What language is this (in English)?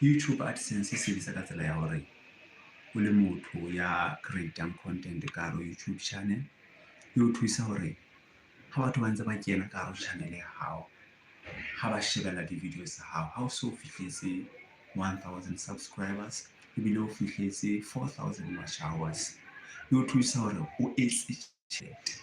Southern Sotho